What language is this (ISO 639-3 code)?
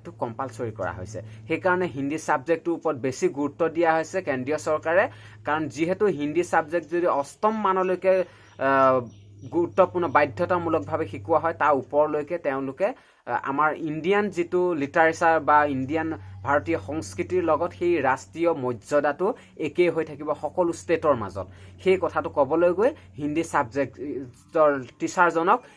asm